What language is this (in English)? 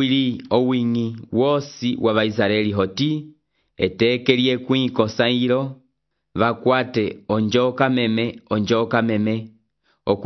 Umbundu